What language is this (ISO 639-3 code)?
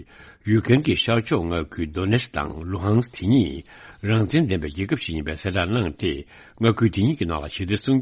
bod